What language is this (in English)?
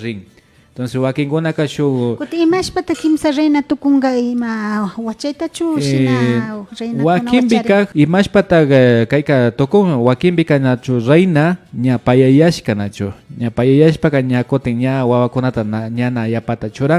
Imbabura Highland Quichua